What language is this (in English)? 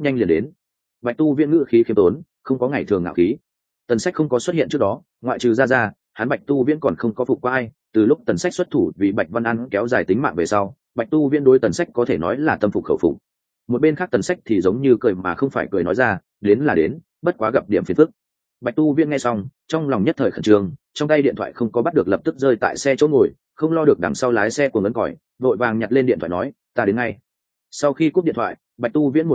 Vietnamese